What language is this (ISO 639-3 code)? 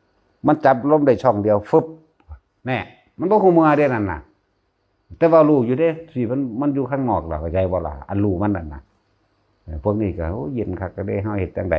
tts